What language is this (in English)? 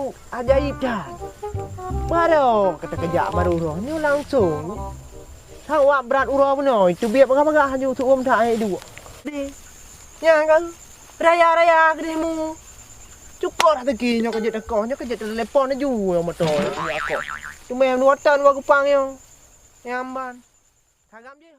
Achinese